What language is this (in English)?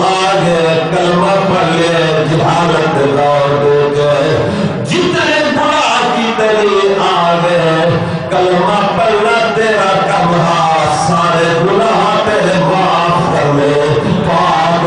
Saraiki